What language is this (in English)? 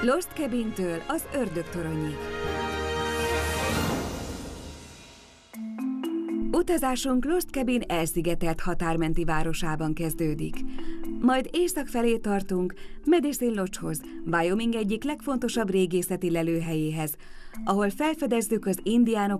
Hungarian